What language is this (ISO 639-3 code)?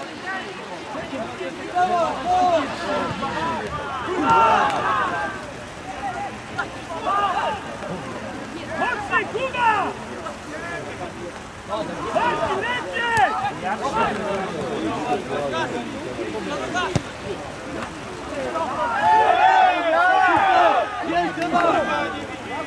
pol